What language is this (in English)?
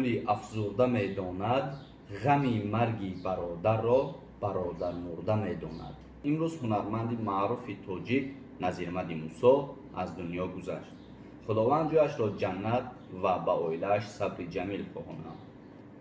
Tajik